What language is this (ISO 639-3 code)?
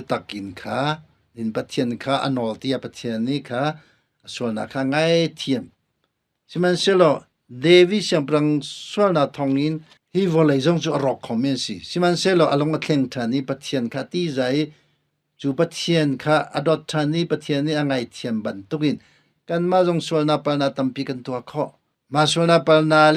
cnh